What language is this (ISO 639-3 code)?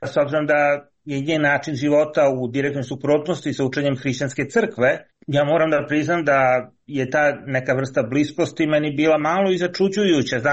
srp